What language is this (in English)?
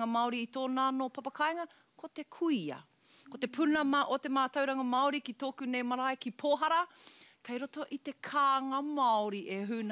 Māori